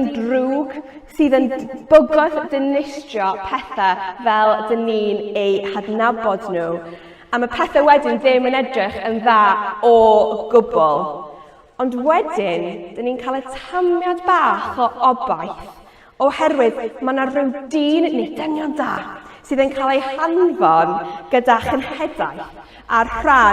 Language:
Welsh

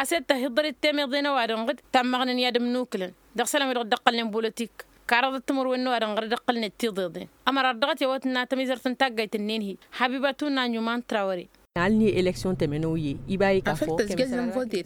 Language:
Tamasheq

